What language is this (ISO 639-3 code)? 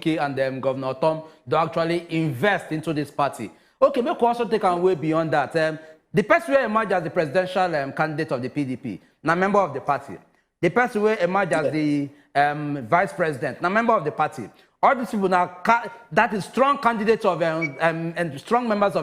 pcm